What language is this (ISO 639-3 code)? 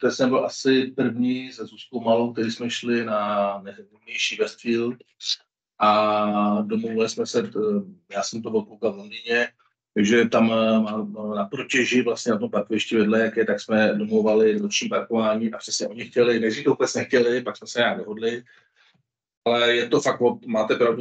ces